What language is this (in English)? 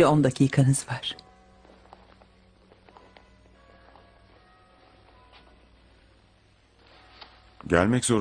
Turkish